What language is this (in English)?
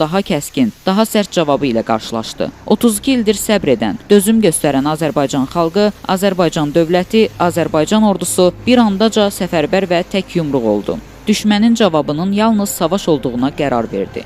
Azerbaijani